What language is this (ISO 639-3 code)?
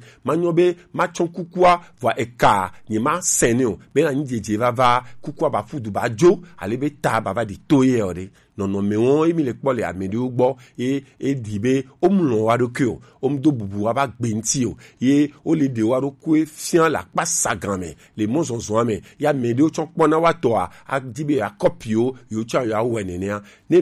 gej